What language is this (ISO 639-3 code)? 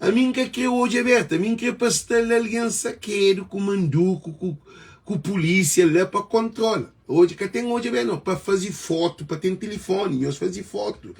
kea